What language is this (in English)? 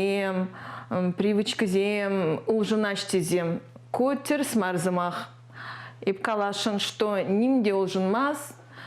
Chuvash